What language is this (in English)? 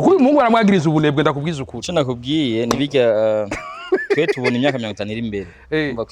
Rundi